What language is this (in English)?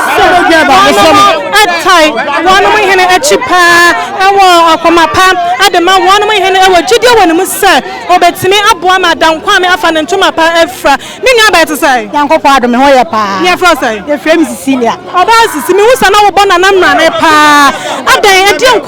Akan